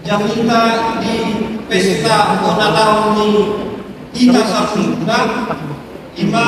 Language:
Batak Toba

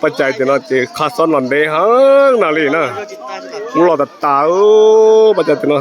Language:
Hmong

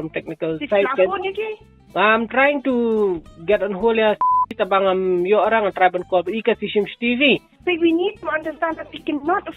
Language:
Khasi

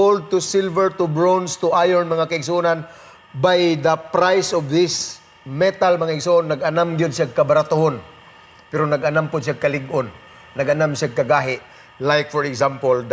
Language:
Cebuano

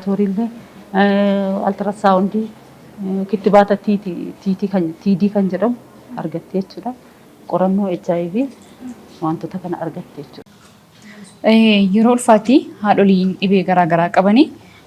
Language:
Oromo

